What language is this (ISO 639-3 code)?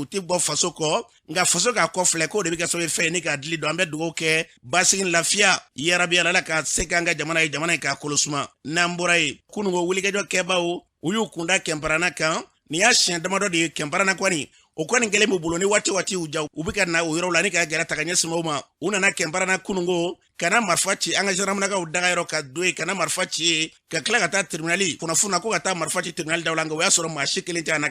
bam